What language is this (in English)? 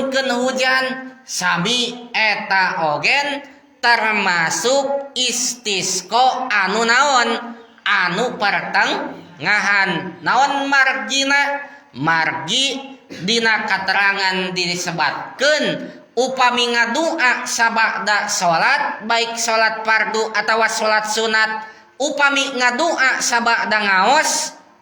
Sundanese